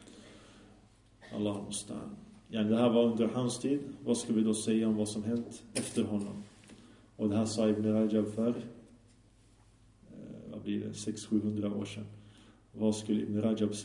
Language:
Swedish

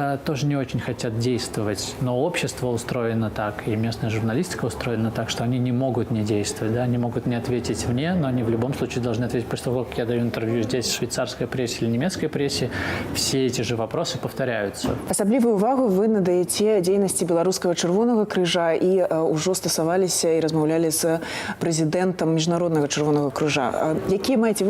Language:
Belarusian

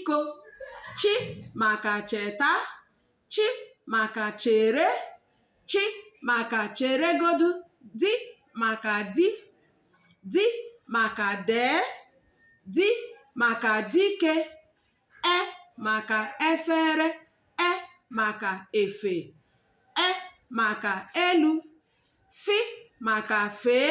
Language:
Igbo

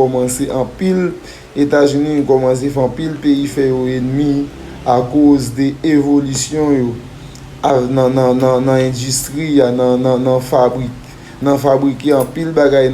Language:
Haitian Creole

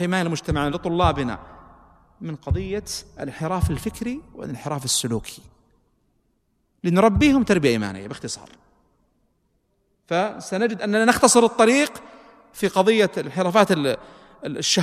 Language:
Arabic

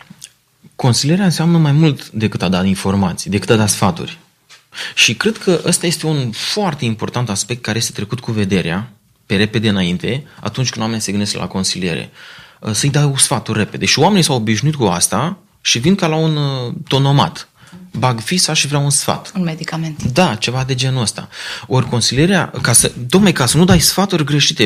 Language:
Romanian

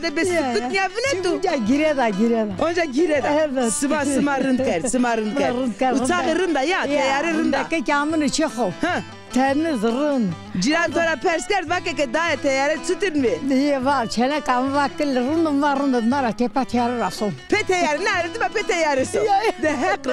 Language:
Zaza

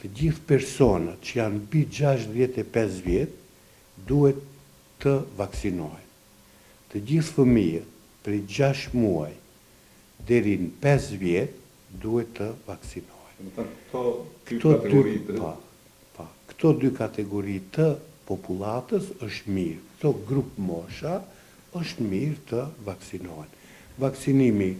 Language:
Albanian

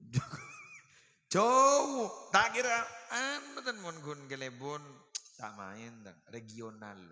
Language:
Madurese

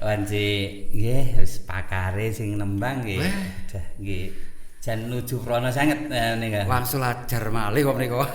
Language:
Javanese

